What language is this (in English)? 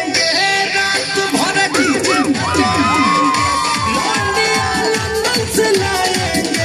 Bhojpuri